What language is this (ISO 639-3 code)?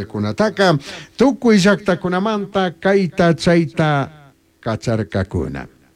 qug